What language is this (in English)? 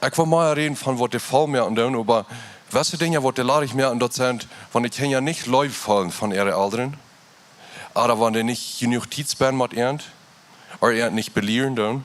Plautdietsch